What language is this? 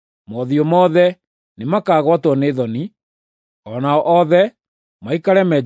Kikuyu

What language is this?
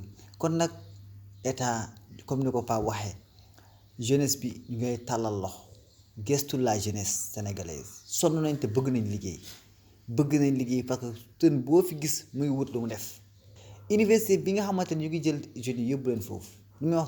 Wolof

